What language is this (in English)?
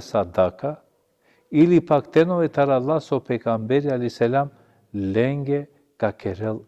Balkan Romani